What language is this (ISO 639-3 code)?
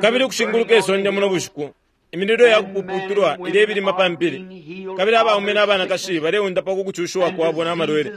bem